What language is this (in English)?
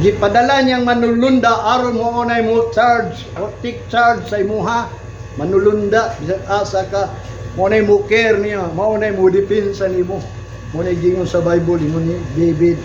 Cebuano